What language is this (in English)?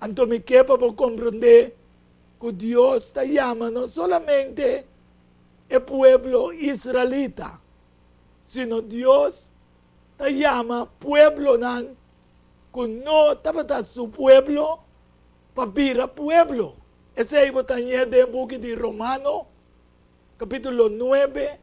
Papiamento